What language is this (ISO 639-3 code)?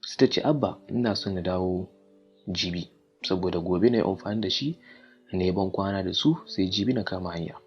hau